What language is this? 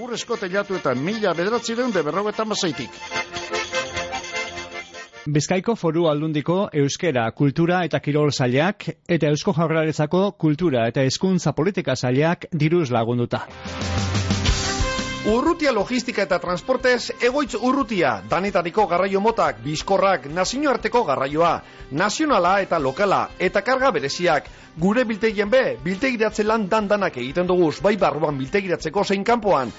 Basque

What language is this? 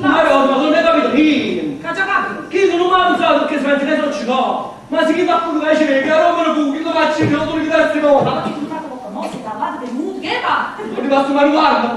Neapolitan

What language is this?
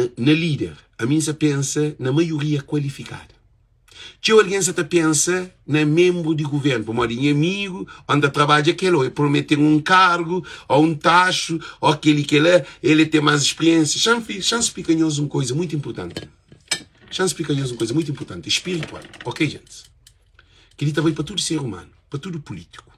Kabuverdianu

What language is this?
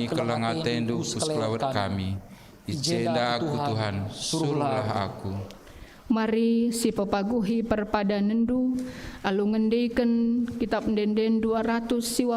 Batak Karo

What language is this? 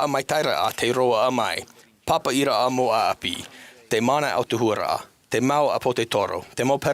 Tahitian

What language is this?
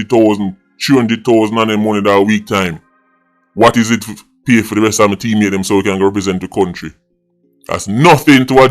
Jamaican Creole English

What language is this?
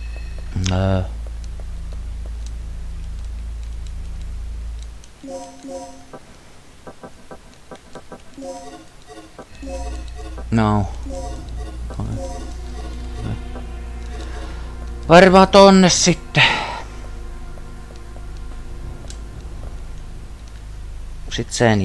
Finnish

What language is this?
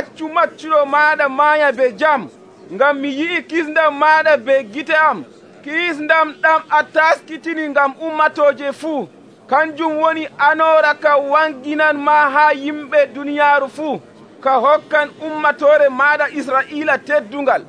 Nigerian Fulfulde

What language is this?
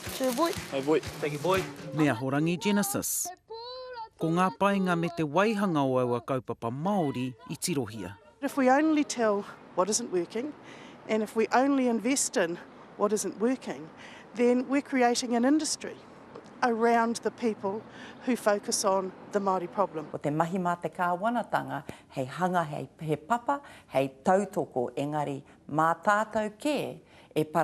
Māori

